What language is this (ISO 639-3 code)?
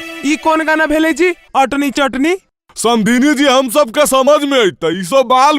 mag